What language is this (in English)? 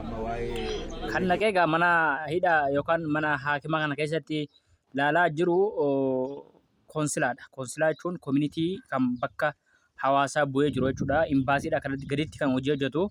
Oromo